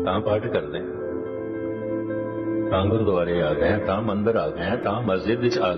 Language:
Punjabi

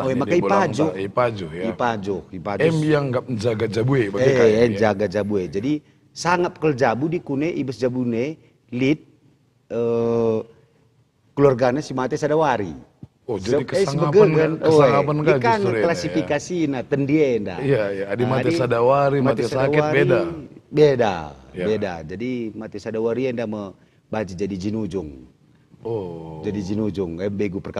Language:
Batak Karo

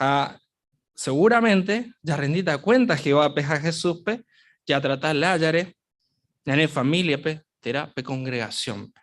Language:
Guarani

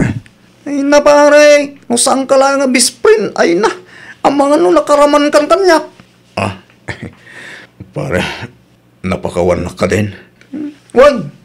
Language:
Iloko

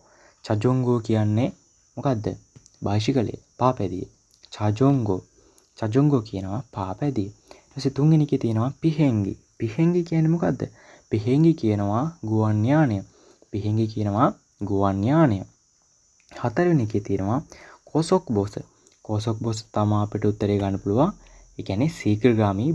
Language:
Sinhala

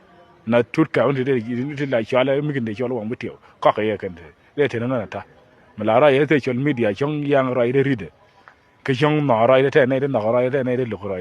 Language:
Nuer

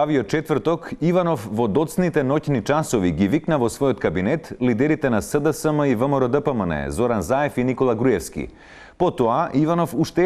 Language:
Macedonian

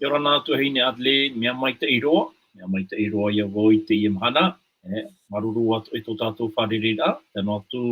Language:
Tahitian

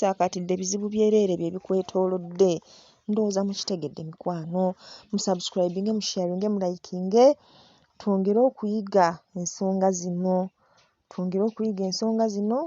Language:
Ganda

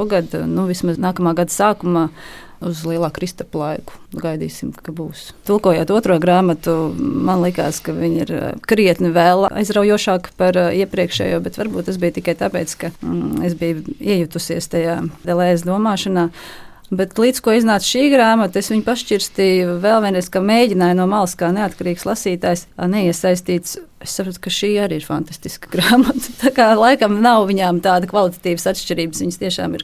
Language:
Latvian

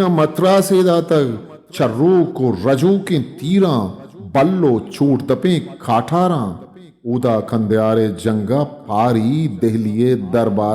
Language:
Eastern Balochi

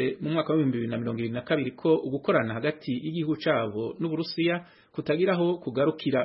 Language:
Kinyarwanda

